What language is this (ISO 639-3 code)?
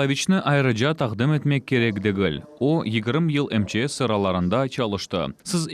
crh